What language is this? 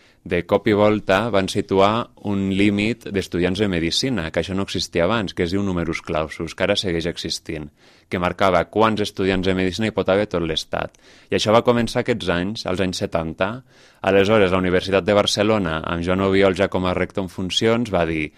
Catalan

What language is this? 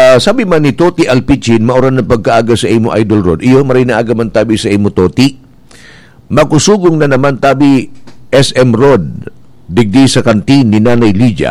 Bikol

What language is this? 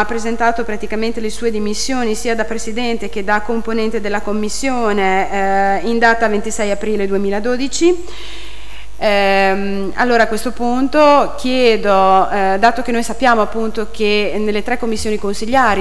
Italian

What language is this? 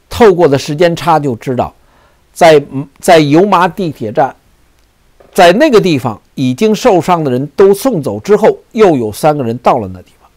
Chinese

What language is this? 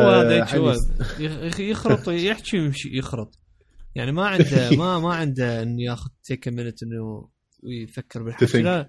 Mesopotamian Arabic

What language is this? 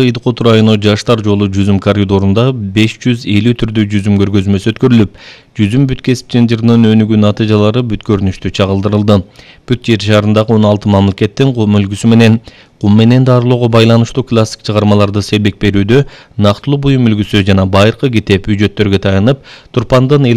Kyrgyz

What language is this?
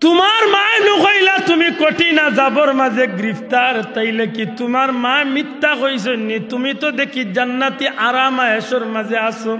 Sylheti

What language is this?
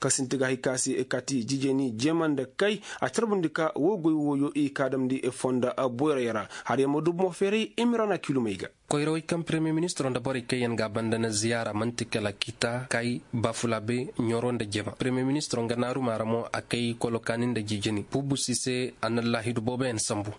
Koyraboro Senni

